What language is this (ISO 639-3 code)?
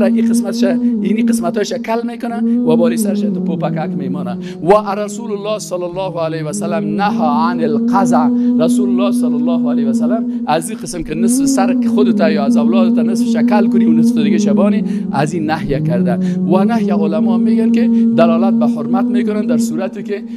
tgk